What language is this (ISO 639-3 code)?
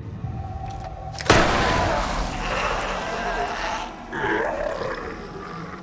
ita